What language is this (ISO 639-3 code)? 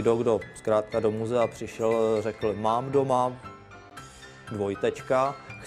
ces